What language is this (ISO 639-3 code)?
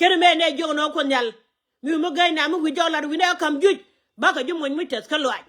nus